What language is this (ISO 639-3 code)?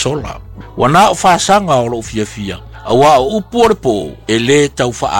smo